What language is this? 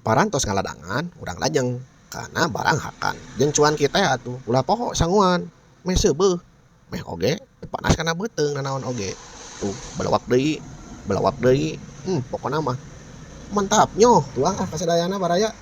Sundanese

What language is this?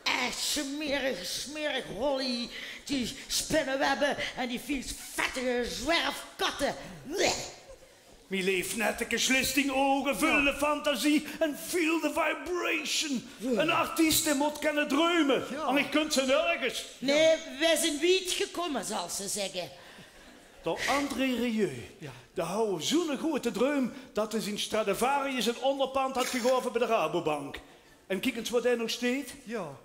Limburgish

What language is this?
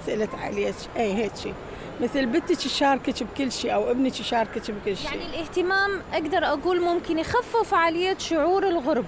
Mesopotamian Arabic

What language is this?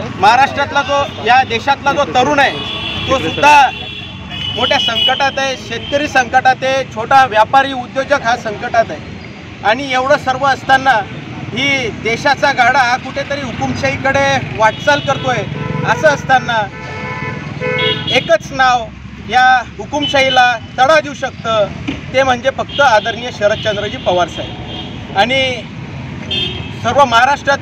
Marathi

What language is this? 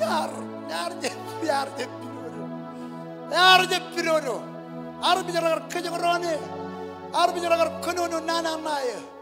Marshallese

